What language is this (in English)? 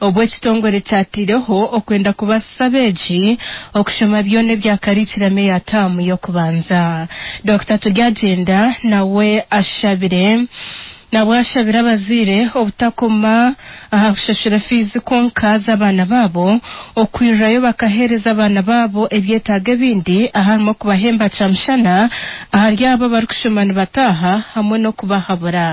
Nyankole